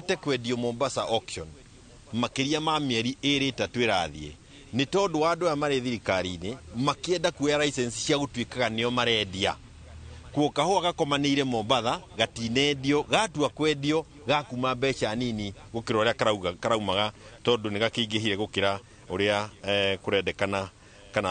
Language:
Kikuyu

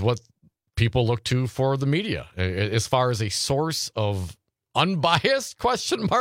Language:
English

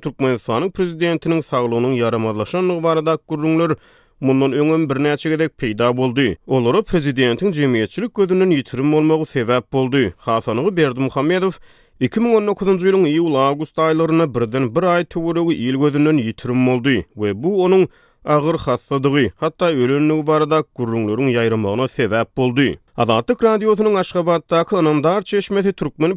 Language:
Turkmen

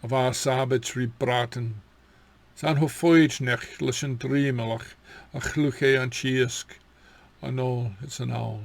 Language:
Scottish Gaelic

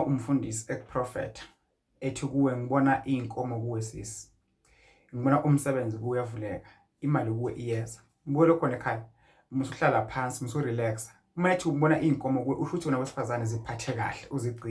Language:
Zulu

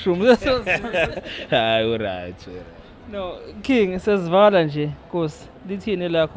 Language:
Zulu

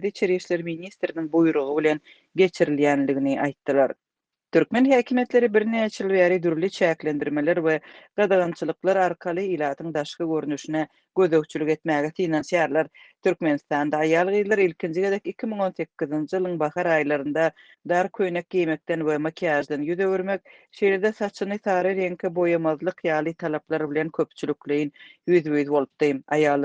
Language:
Turkmen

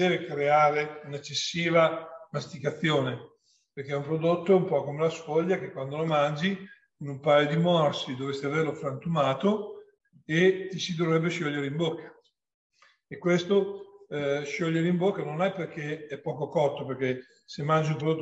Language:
Italian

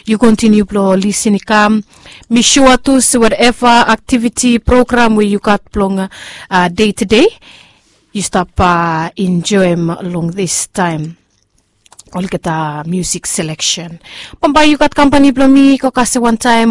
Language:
Bislama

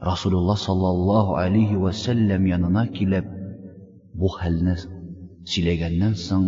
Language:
Tatar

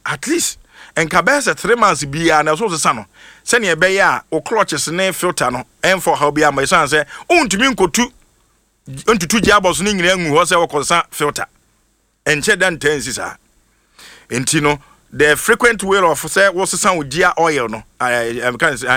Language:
Akan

